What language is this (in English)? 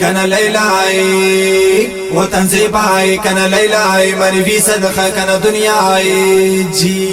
Brahui